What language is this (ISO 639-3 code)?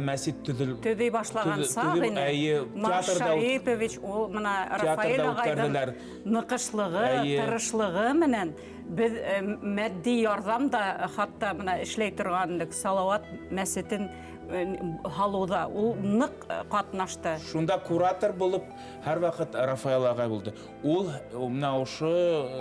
bak